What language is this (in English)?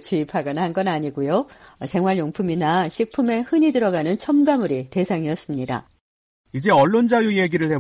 Korean